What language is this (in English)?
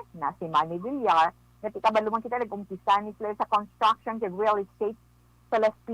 Hiligaynon